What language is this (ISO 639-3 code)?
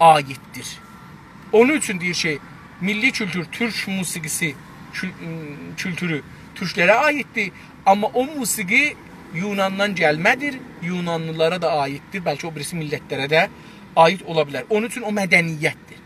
azb